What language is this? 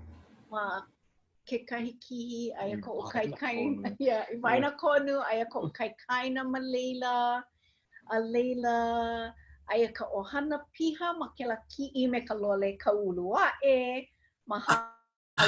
Hawaiian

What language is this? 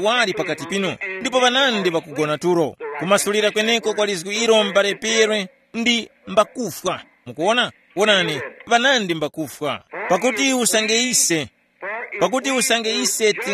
Tumbuka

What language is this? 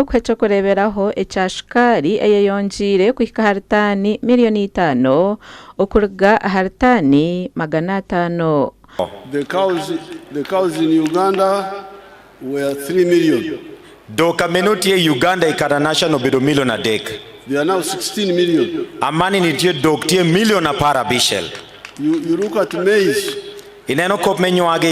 Nyankole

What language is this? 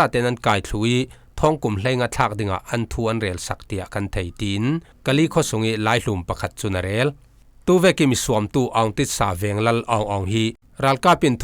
Falam Chin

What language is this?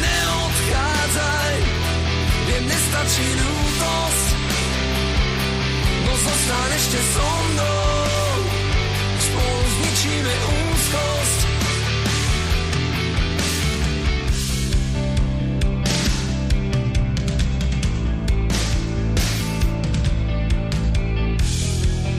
Slovak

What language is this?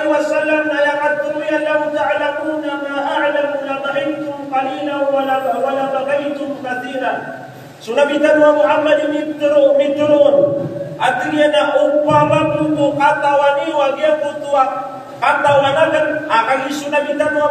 Maranao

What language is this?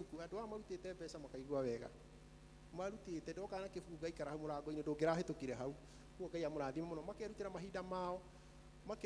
Kikuyu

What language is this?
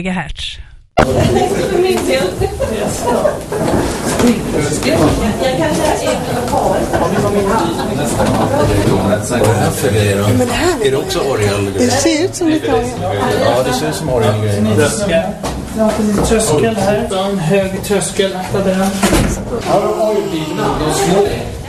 Swedish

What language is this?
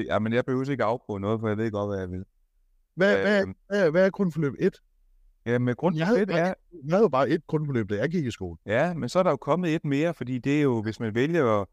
Danish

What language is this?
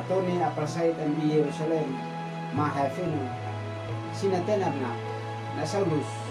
Uab Meto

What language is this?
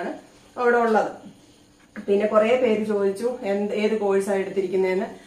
Malayalam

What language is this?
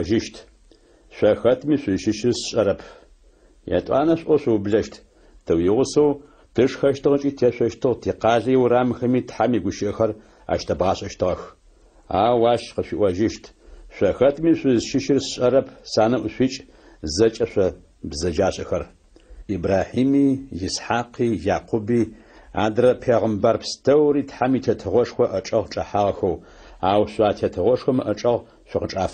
Adyghe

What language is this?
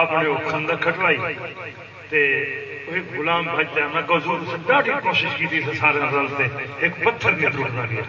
Saraiki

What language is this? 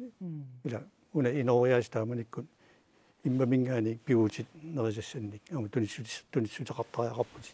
Kalaallisut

